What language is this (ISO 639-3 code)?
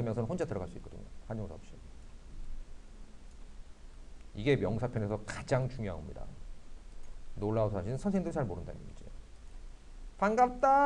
kor